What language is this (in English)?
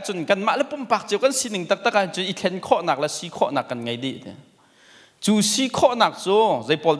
Hakha Chin